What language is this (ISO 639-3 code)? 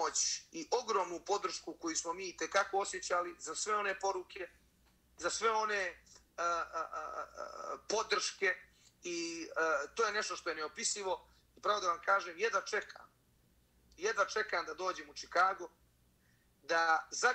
bos